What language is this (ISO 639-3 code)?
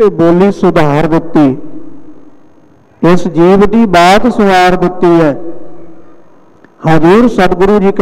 pan